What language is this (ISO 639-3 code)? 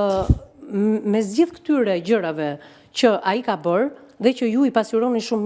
sqi